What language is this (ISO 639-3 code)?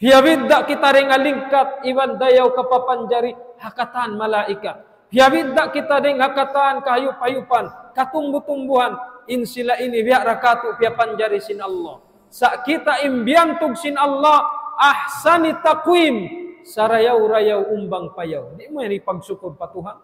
tsg